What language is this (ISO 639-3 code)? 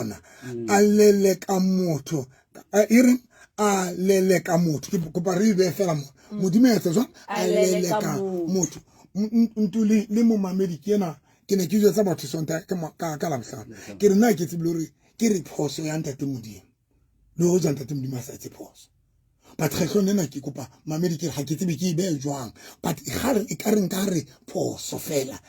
sot